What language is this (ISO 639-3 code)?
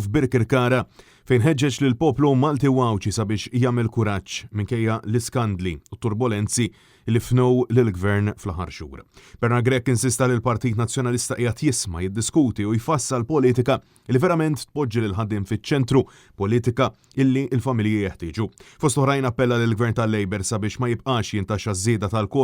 mlt